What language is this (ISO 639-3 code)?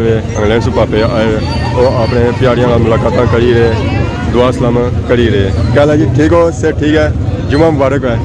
phr